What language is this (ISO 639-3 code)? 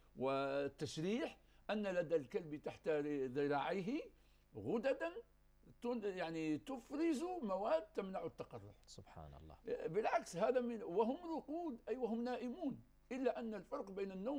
ara